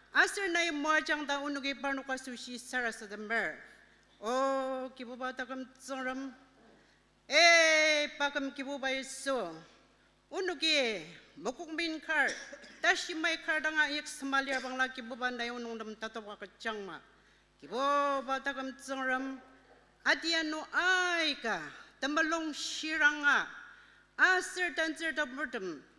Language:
Ao Naga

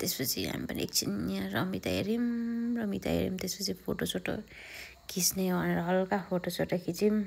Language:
Nepali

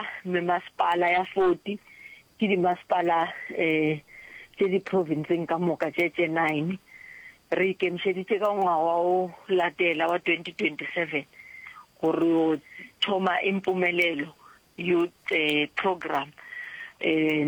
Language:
Northern Sotho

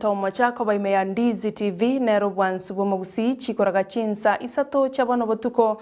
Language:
Gusii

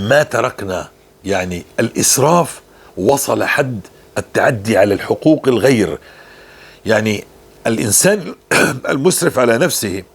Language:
North Levantine Arabic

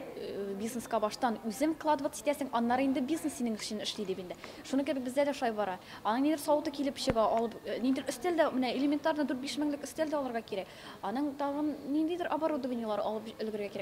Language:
Tatar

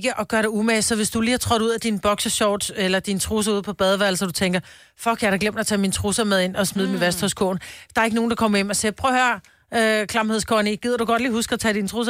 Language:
Danish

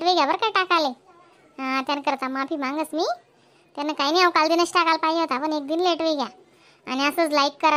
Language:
Khandesi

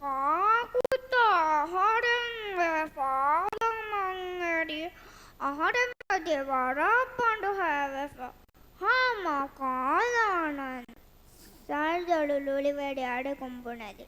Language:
Divehi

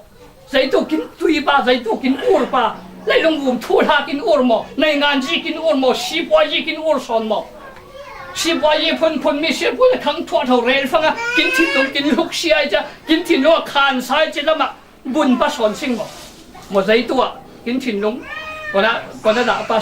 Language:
Falam Chin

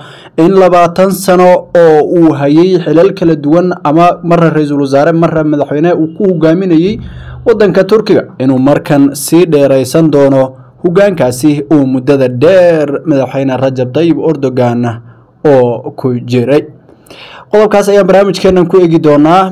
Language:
Somali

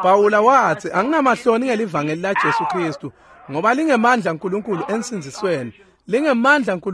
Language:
Swati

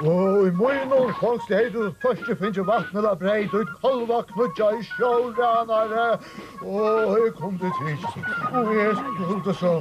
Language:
Faroese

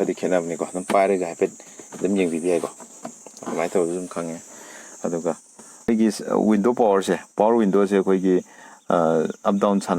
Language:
Manipuri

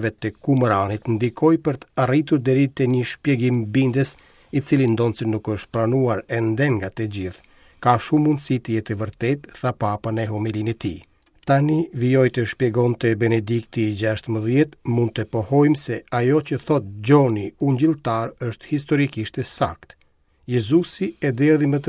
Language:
Albanian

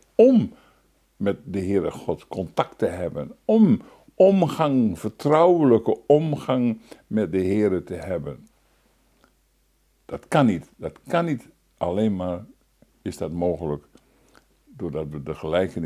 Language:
Dutch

